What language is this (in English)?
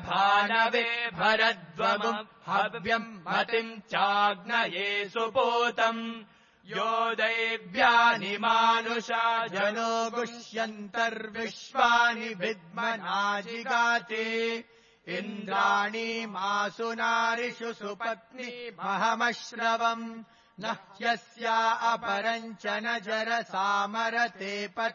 Sanskrit